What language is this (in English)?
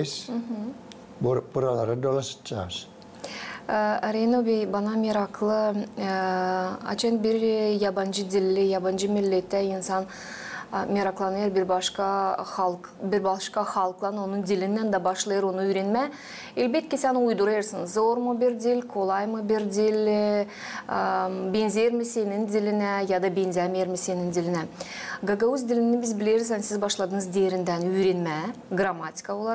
Gagauz